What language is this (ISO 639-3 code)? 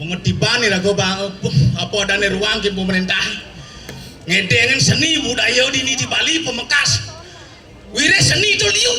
ban